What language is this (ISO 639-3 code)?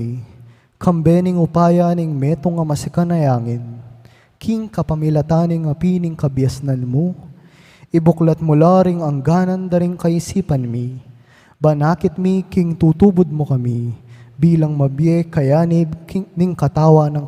pam